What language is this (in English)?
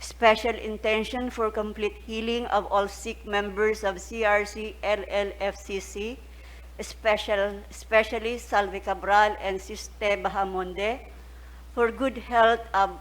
Bikol